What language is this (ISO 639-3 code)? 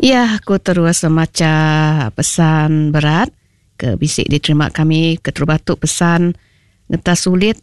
iba